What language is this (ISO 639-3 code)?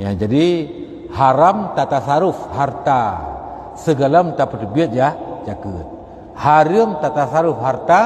ace